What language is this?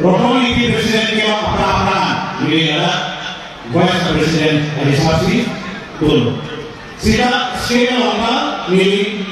Karbi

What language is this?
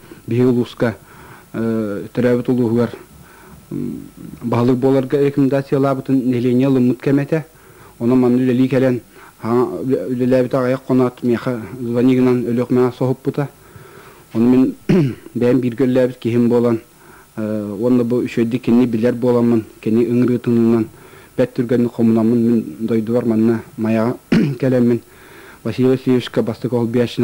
Yakut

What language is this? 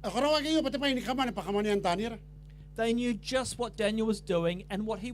Gilbertese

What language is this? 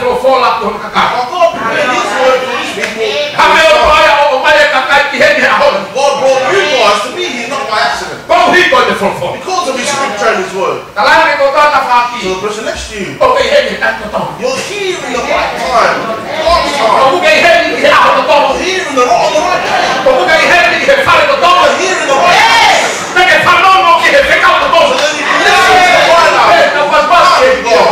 Tongan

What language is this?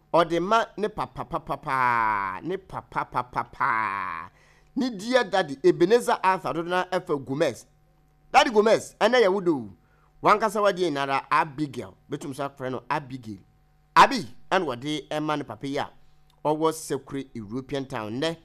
Akan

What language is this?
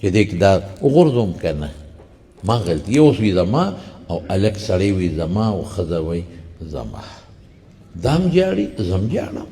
Pashto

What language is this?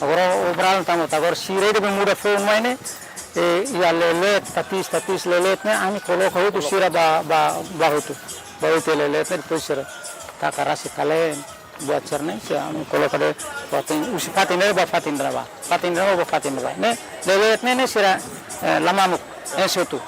Tetum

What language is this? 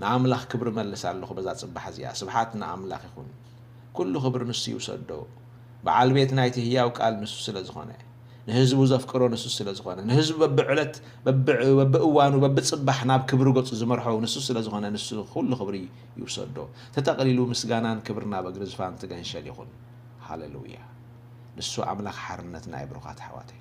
Tigrinya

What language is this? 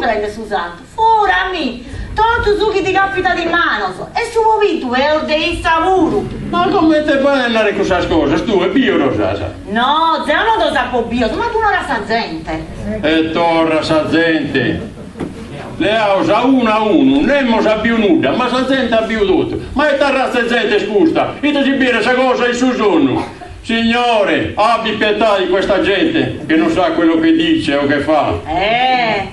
Sardinian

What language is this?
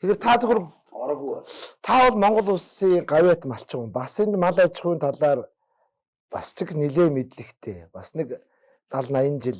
Mongolian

